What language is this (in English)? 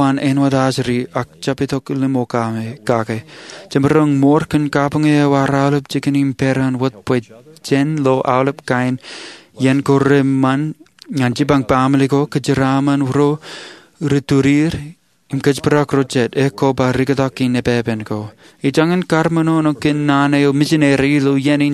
Marshallese